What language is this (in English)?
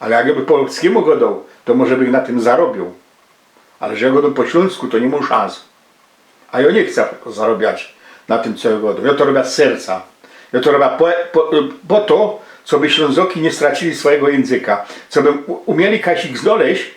Silesian